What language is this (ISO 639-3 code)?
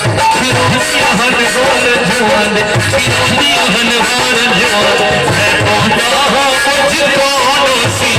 skr